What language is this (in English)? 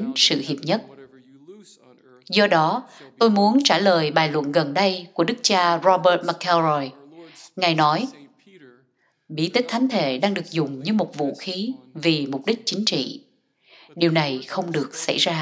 Vietnamese